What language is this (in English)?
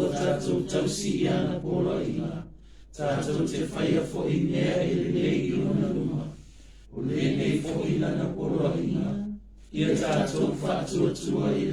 Samoan